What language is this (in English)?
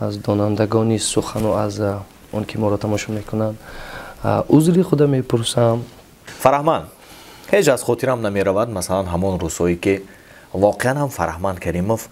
Tajik